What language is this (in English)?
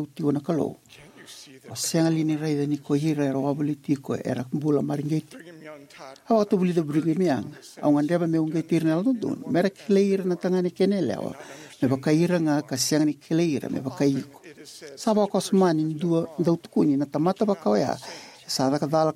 Fijian